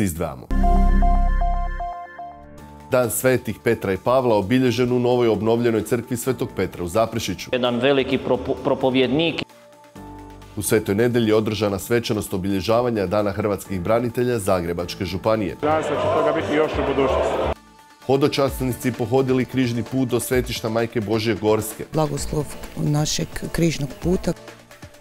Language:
Croatian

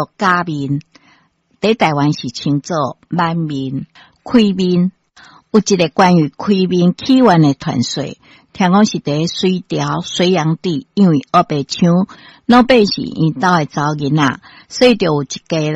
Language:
Min Nan Chinese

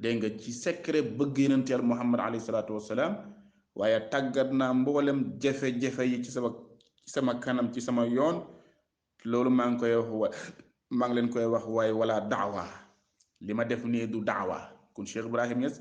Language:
Wolof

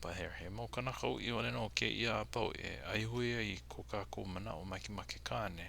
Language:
Hawaiian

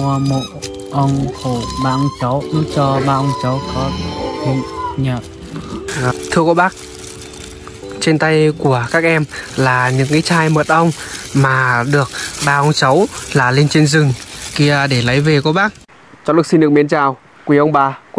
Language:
Vietnamese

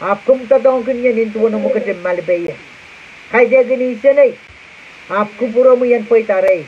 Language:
Pohnpeian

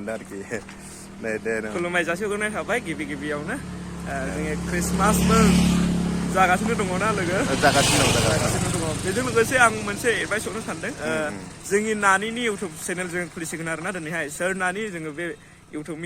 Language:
Bodo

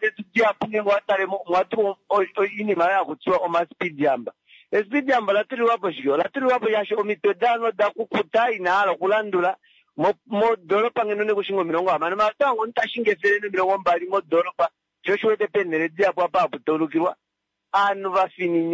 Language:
Kuanyama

